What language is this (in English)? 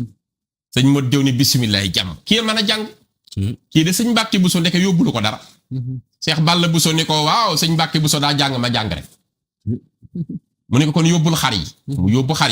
Wolof